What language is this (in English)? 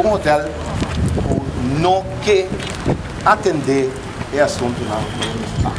Papiamento